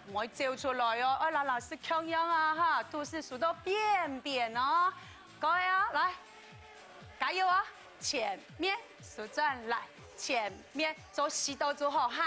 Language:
Hakka Chinese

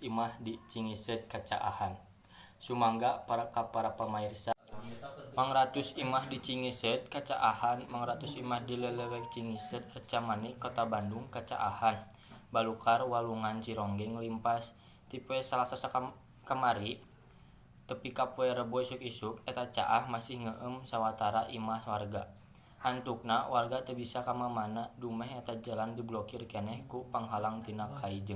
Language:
Sundanese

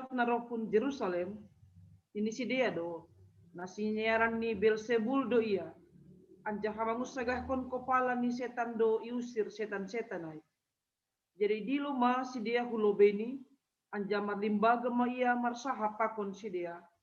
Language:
Batak Simalungun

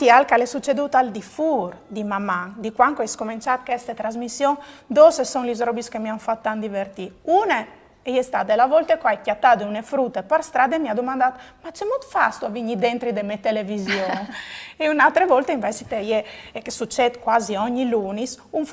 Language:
Friulian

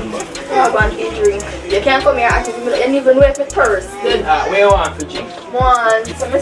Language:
Jamaican Creole English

